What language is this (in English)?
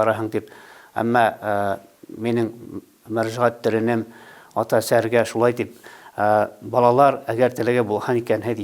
Bashkir